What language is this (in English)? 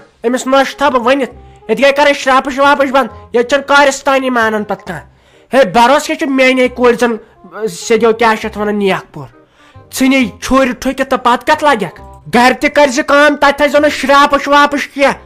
Kashmiri